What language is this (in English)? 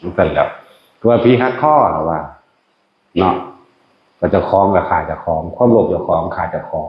Northeastern Thai